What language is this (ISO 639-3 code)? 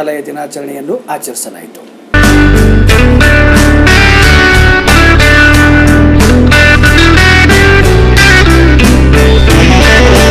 kan